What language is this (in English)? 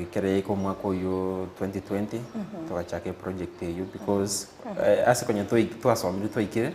Gusii